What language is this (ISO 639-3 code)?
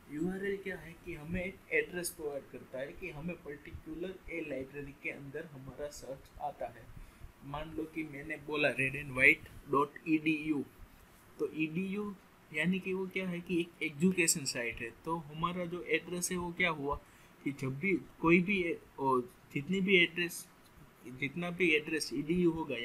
hin